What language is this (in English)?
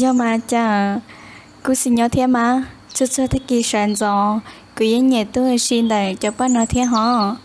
Hmong